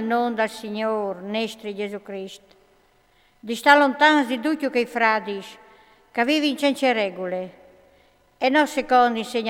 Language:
Friulian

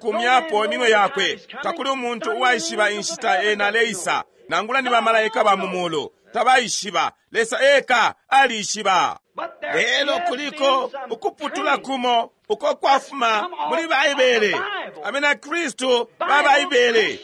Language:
Bemba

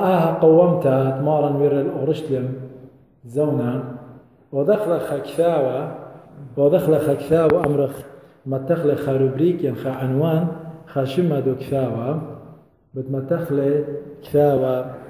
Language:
Assyrian Neo-Aramaic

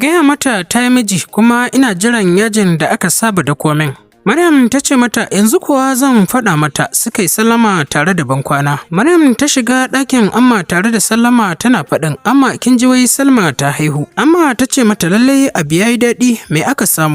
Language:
Hausa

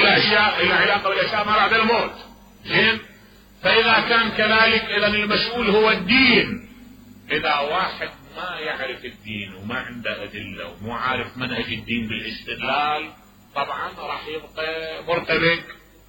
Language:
Mesopotamian Arabic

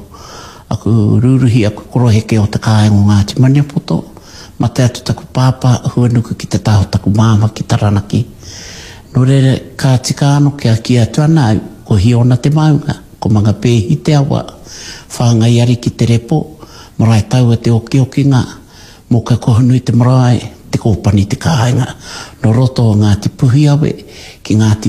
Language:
Māori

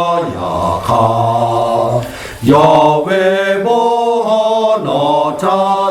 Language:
Lahu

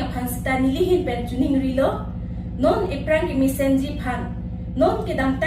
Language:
Karbi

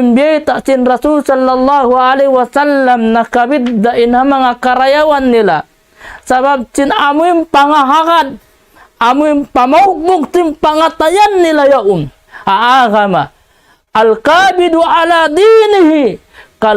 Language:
Tausug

